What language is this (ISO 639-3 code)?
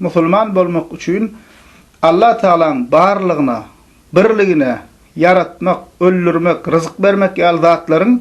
tuk